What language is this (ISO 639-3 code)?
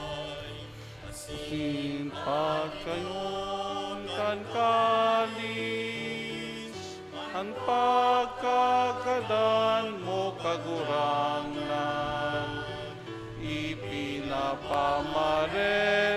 bik